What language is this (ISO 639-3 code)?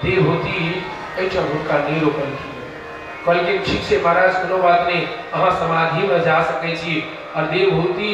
mai